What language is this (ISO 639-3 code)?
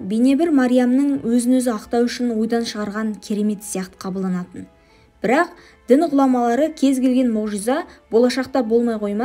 kaz